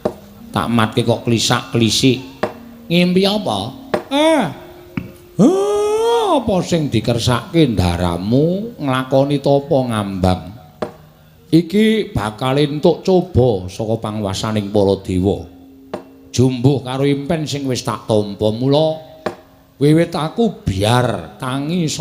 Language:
Javanese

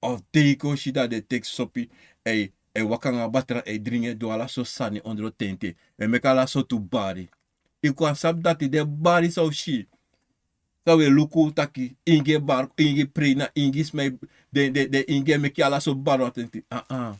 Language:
Sranan Tongo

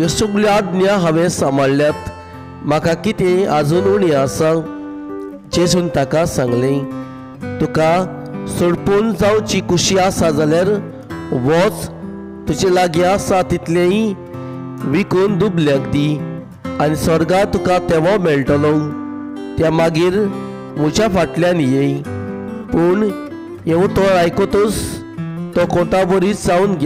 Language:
Konkani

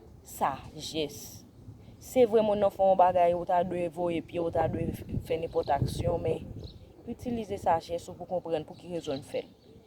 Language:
Haitian Creole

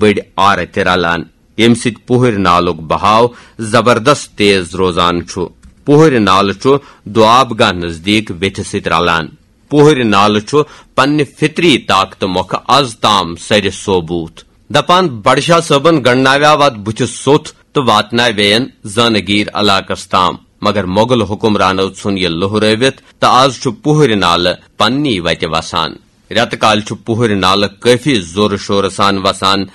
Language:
Kashmiri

